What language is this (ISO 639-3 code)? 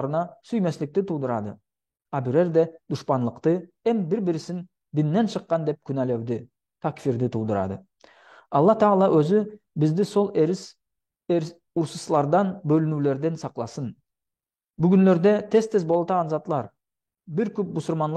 nog